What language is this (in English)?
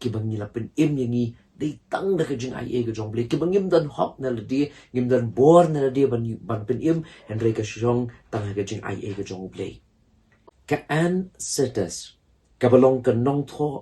Khasi